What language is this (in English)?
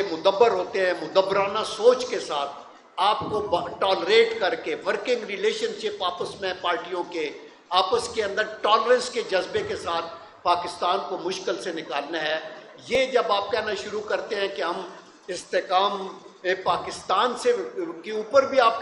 Urdu